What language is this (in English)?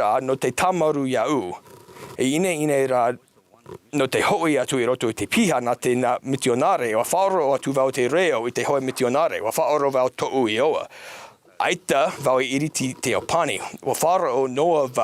Tahitian